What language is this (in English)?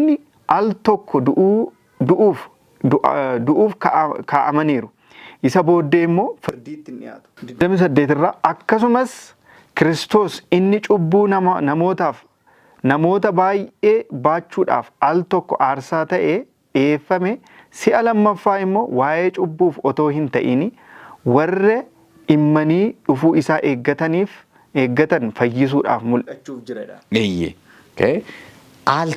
Oromo